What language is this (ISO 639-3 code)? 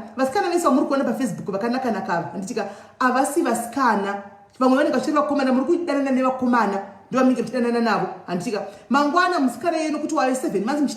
sna